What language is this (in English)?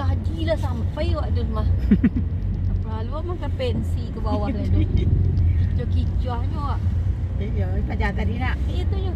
Minangkabau